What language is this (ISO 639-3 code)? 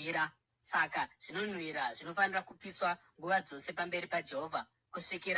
sna